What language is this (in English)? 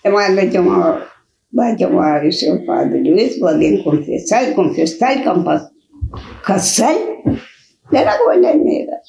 Kabuverdianu